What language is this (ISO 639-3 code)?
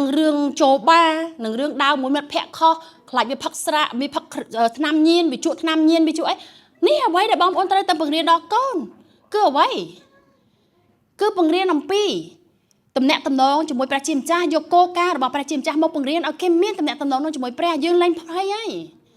khm